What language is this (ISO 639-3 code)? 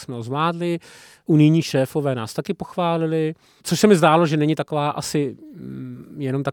ces